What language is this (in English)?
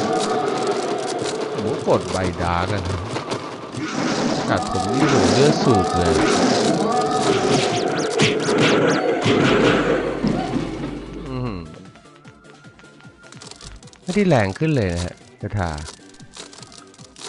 Thai